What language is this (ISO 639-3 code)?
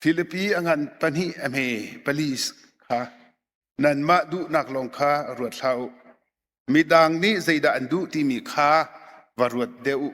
cnh